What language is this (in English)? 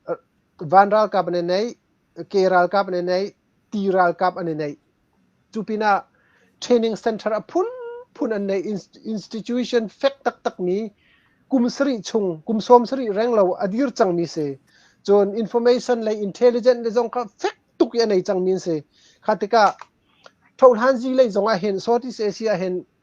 Hakha Chin